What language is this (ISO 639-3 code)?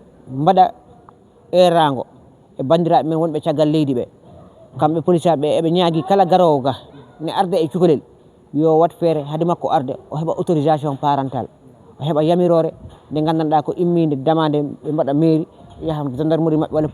ful